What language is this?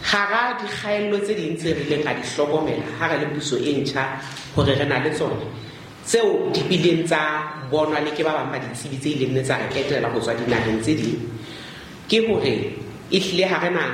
Southern Sotho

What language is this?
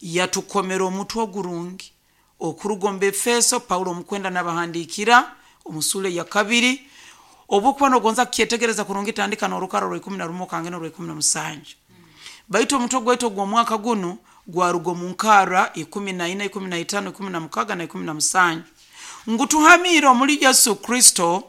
Nyankole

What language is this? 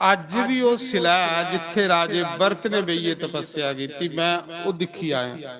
Dogri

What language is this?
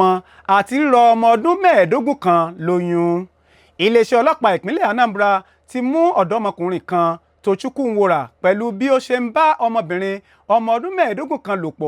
Yoruba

